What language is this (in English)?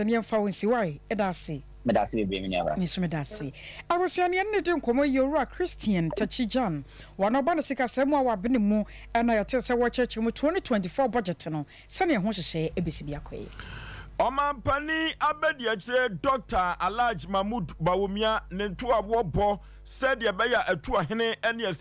Akan